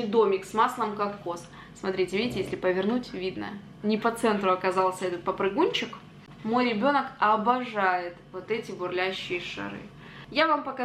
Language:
Russian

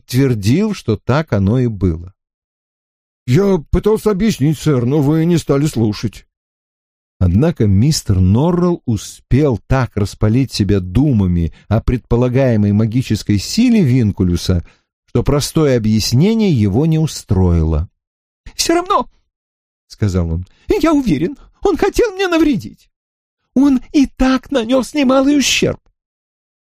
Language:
Russian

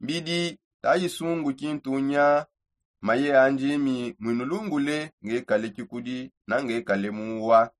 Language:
Songe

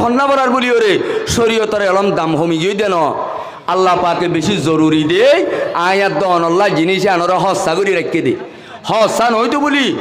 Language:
Rohingya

